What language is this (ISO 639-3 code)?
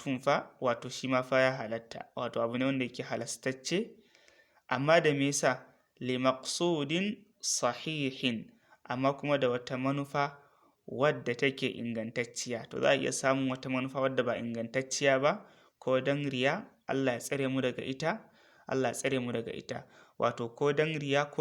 hau